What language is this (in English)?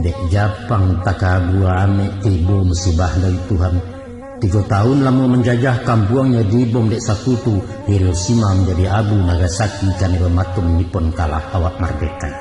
Minangkabau